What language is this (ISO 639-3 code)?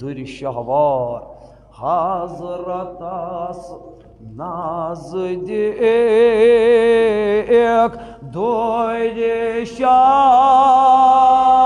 kas